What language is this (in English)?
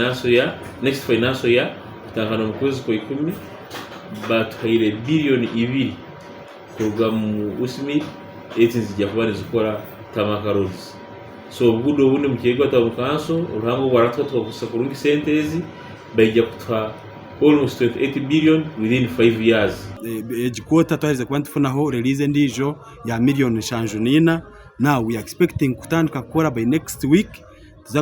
Nyankole